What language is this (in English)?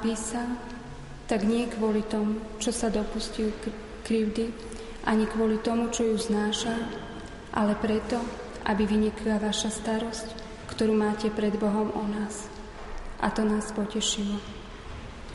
Slovak